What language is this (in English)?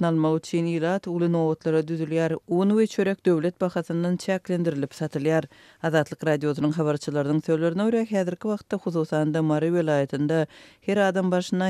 Turkmen